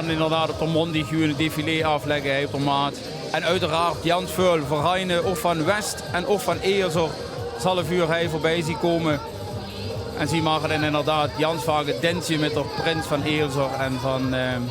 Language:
Limburgish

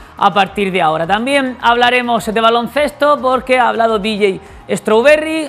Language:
Spanish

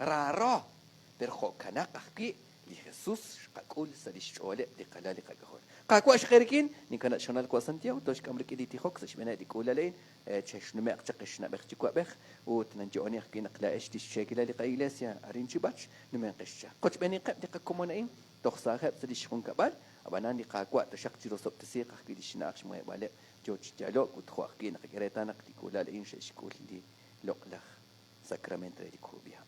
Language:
Kekchí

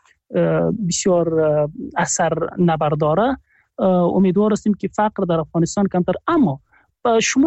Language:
Persian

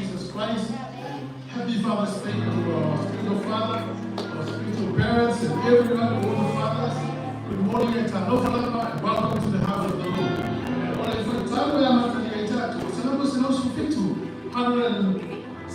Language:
Samoan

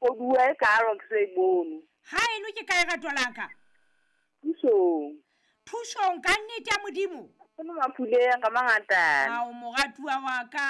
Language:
Southern Sotho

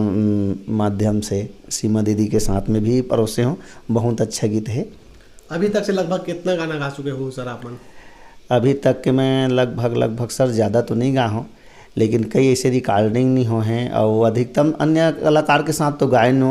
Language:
Chhattisgarhi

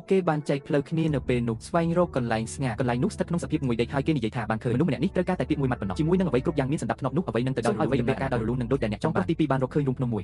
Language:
Khmer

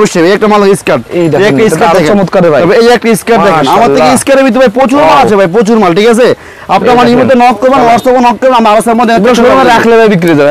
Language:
Bangla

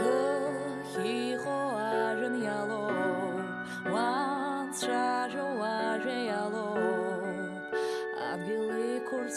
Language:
Abkhazian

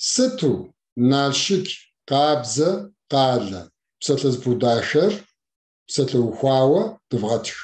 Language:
Kabardian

